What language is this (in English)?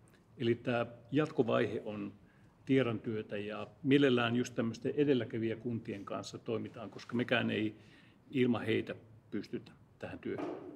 Finnish